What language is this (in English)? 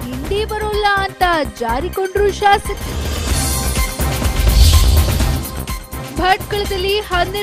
Kannada